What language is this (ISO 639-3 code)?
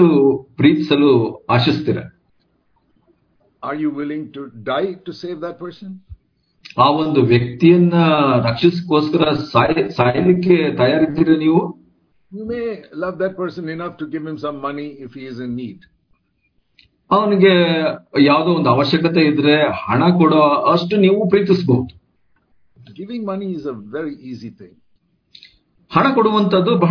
kan